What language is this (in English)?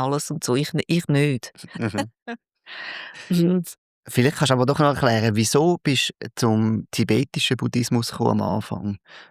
Swiss German